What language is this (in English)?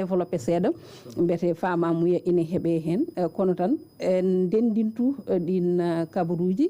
Fula